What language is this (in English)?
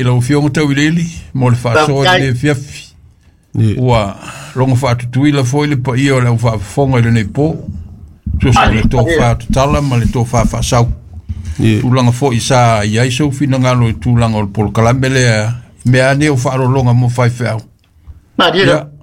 Samoan